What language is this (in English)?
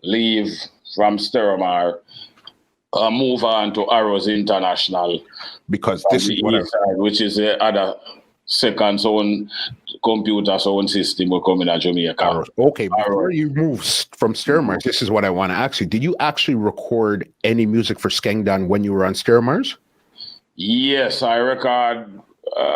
Jamaican Creole English